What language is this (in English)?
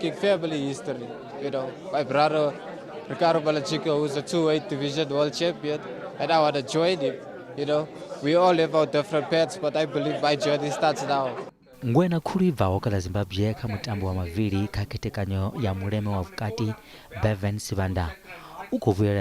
Venda